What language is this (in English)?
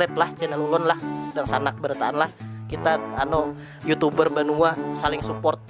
Banjar